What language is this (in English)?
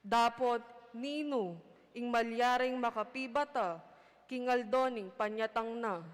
Pampanga